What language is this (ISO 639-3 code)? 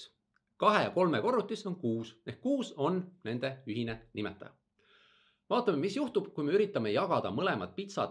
est